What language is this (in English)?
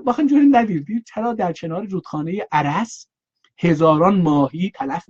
South Azerbaijani